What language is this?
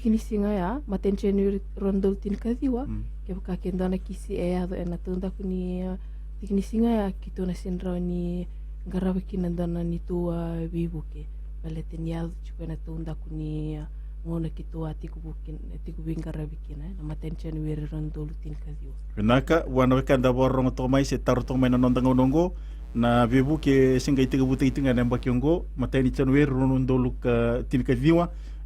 Fijian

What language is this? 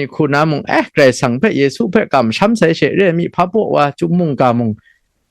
Kachin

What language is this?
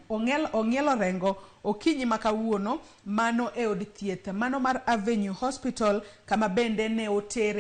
Luo (Kenya and Tanzania)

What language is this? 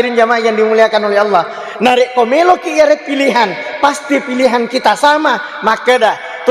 Buginese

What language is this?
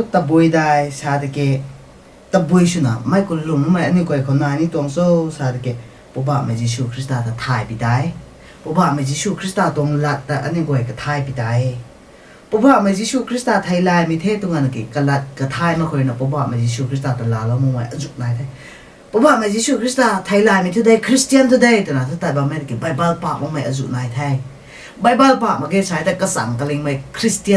Rongmei Naga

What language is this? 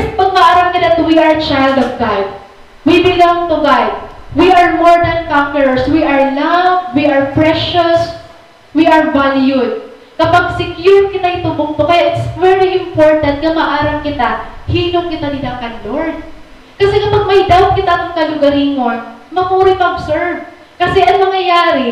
Waray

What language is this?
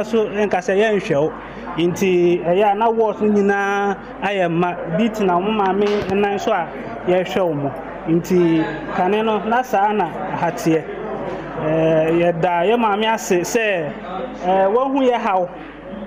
Akan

